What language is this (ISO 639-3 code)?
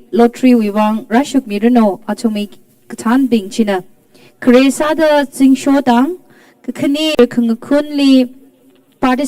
nmf